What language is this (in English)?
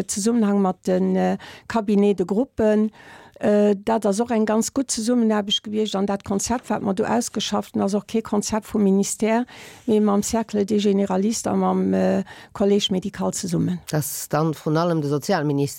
Luxembourgish